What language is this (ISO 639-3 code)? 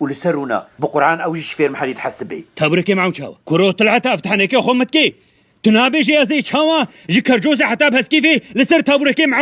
kur